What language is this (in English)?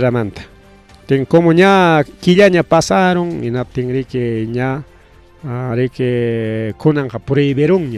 Ayacucho Quechua